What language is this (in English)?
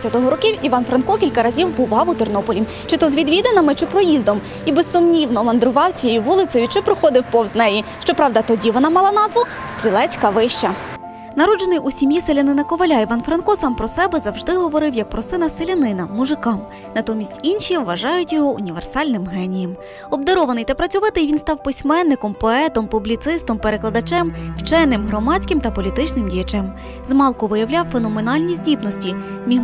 Ukrainian